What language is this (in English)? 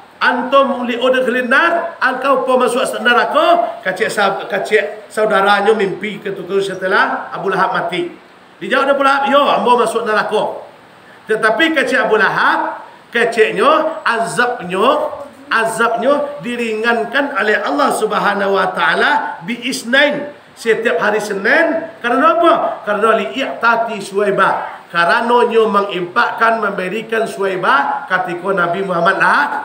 Minangkabau